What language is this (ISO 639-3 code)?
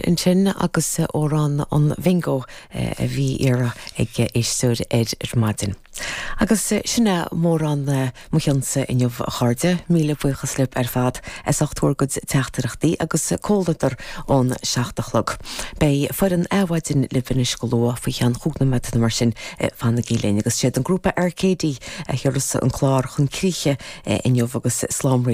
gle